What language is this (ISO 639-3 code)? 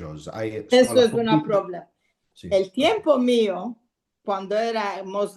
lad